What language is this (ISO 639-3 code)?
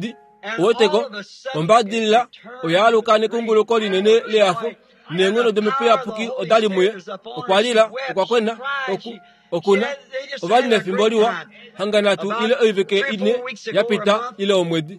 kua